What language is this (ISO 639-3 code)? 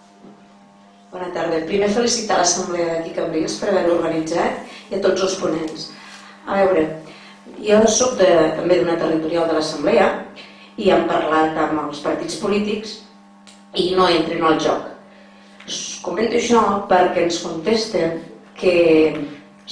cat